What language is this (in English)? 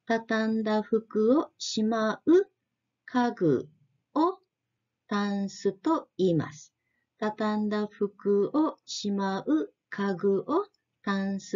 Japanese